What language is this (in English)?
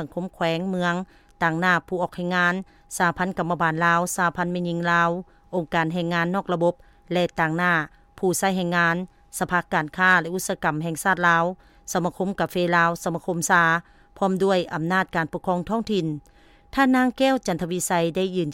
Lao